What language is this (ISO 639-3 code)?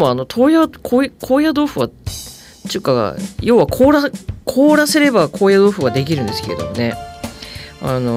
jpn